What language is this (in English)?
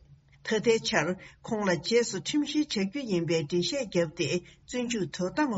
Tibetan